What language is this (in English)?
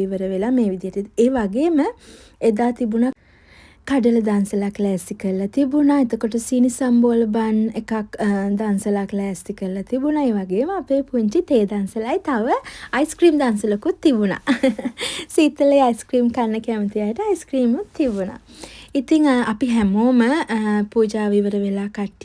Sinhala